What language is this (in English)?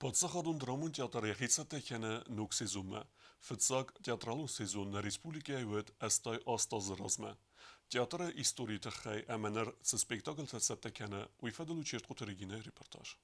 Ossetic